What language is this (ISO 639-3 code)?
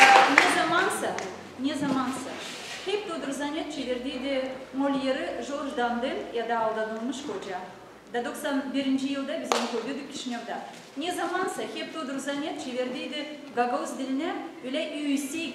gag